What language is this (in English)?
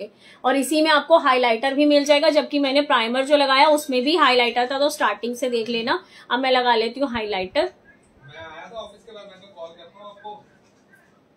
Hindi